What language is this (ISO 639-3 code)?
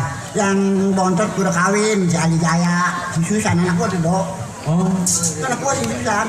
bew